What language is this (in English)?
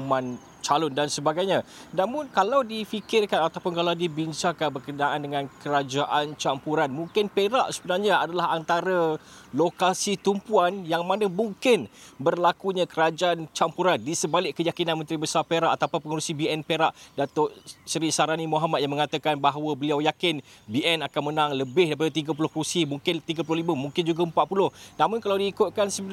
Malay